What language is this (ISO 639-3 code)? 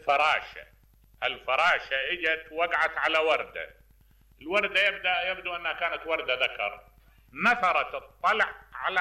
acm